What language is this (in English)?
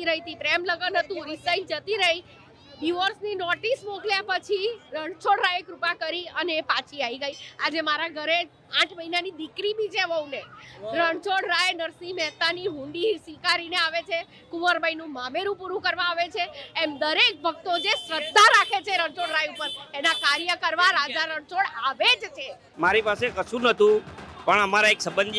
Gujarati